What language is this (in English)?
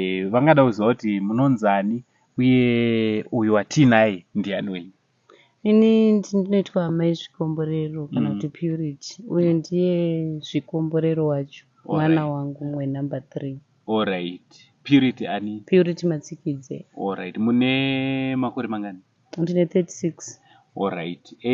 Shona